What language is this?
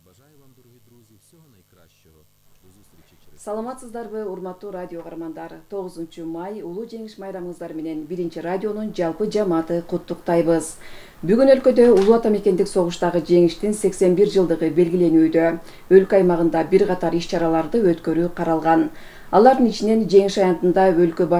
Kyrgyz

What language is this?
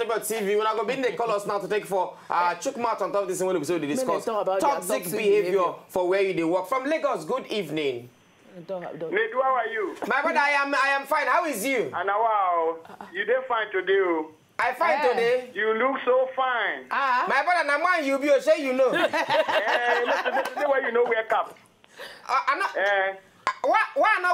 Nigerian Pidgin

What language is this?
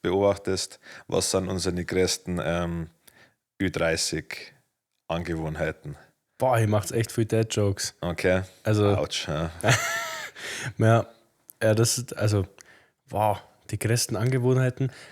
Bavarian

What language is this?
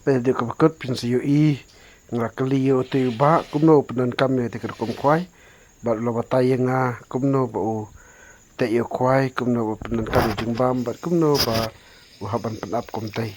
Khasi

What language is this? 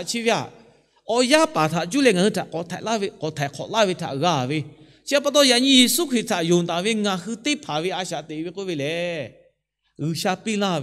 Lahu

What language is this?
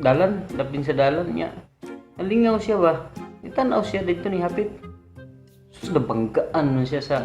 Cebuano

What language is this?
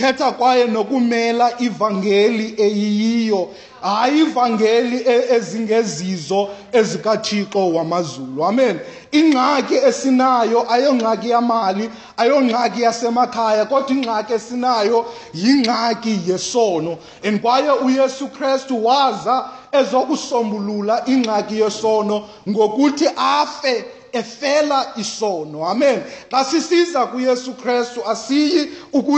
Xhosa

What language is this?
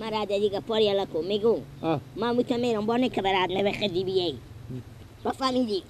Persian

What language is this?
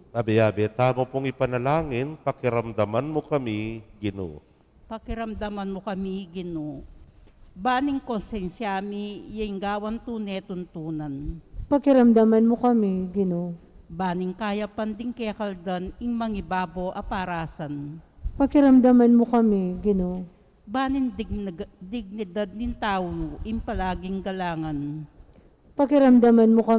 Pampanga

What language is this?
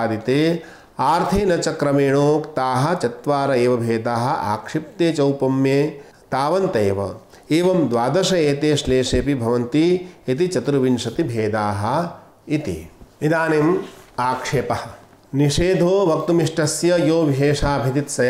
Sanskrit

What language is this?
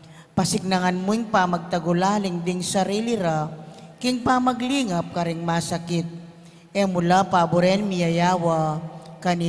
Pampanga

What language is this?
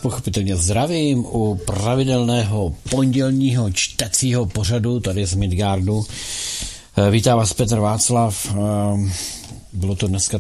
Czech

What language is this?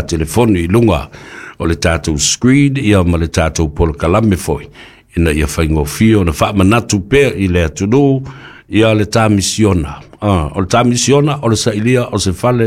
Samoan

